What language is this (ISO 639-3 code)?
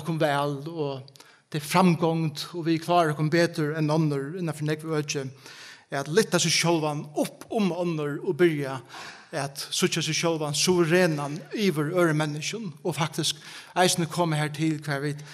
fao